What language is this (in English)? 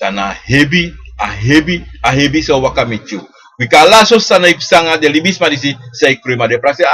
Sranan Tongo